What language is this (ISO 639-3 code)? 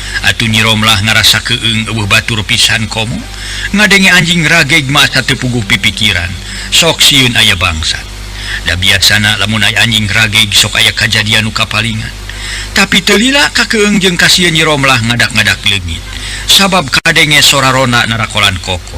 sun